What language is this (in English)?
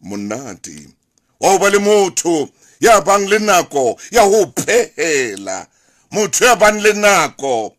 Southern Sotho